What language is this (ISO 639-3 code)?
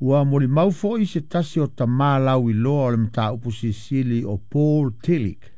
smo